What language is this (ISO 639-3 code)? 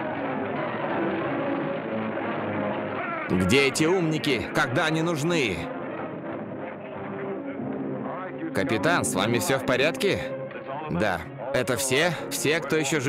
rus